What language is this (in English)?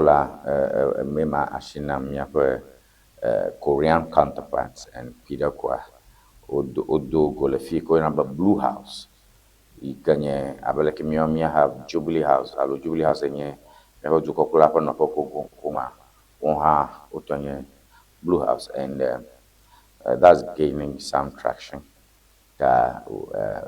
Ewe